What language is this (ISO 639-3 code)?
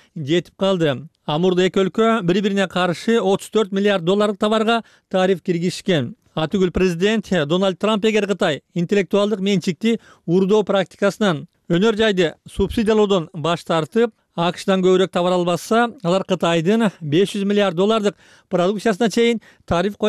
kir